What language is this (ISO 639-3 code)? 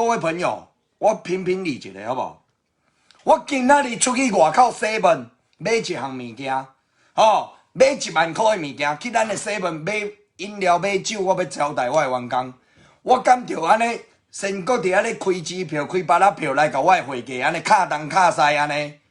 nan